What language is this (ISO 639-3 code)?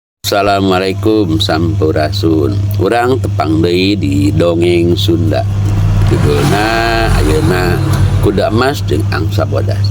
sun